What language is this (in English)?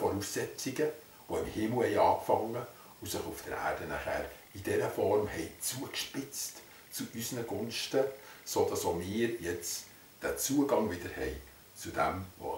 Swiss German